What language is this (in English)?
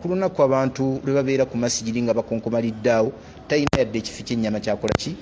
Ganda